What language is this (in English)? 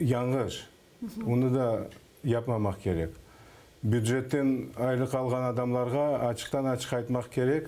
Crimean Tatar